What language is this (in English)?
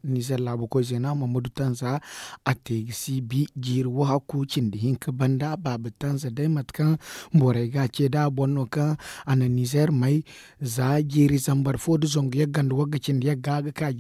Zarma